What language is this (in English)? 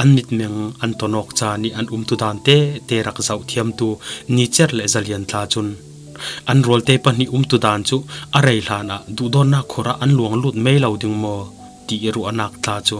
Falam Chin